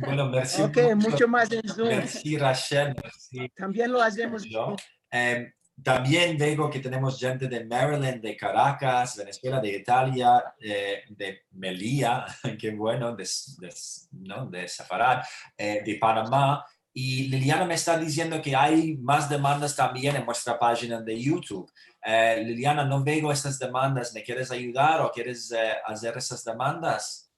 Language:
Ladino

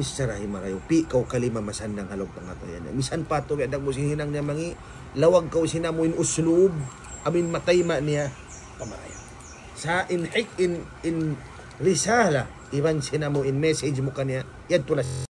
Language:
Tausug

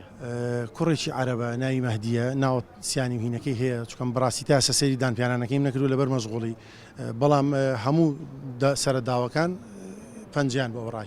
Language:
Central Kurdish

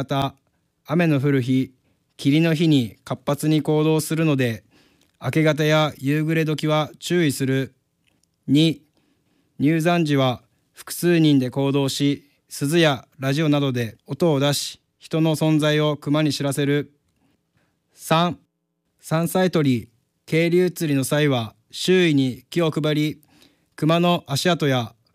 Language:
Japanese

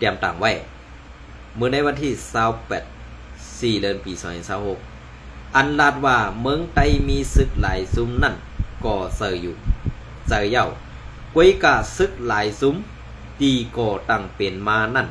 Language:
Shan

